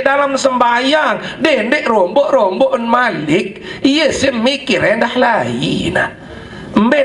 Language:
Sasak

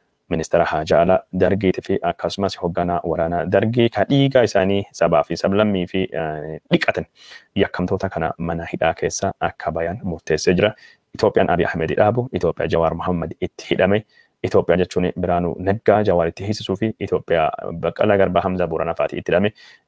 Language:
Oromo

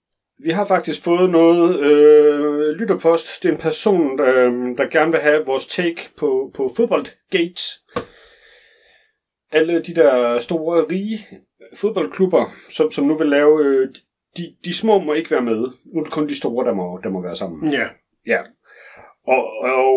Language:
Danish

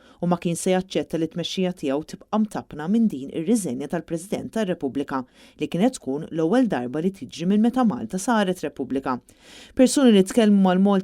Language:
Maltese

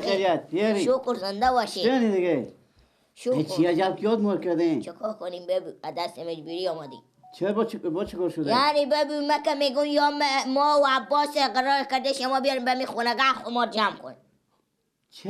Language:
Persian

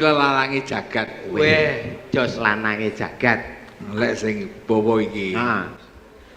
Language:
Javanese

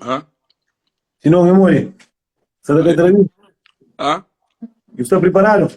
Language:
Kabuverdianu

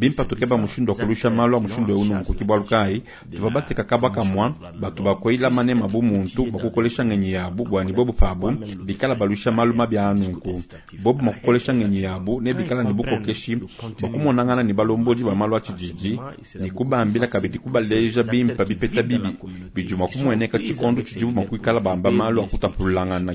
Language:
Luba-Lulua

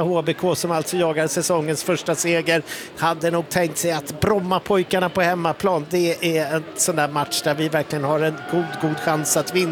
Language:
Swedish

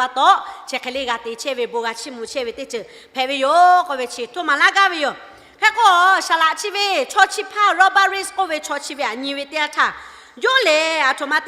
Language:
Lahu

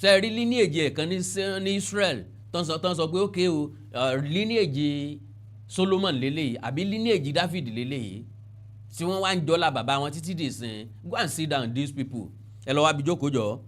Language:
Yoruba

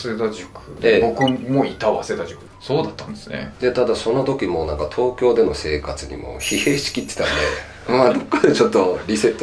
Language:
Japanese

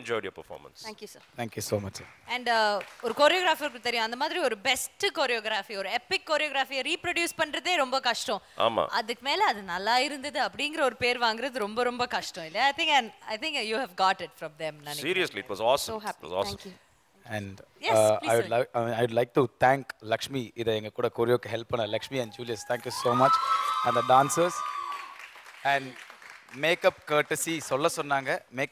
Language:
Tamil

